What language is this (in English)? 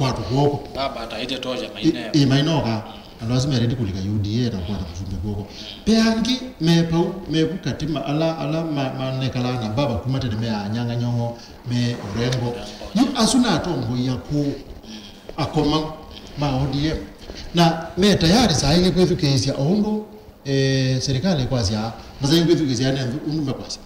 Kamba